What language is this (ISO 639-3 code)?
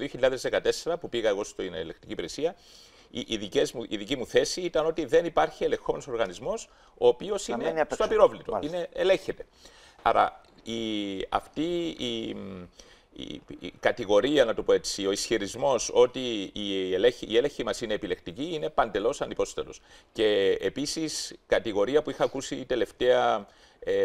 ell